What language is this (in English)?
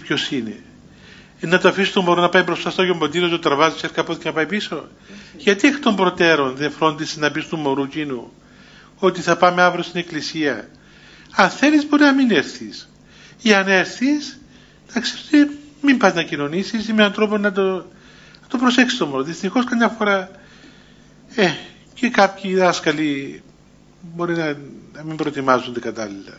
Greek